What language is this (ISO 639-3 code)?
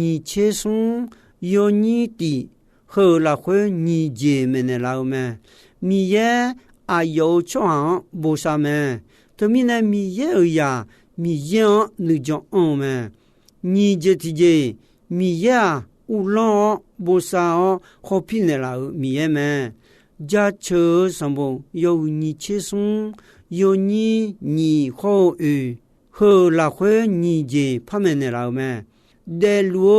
ahk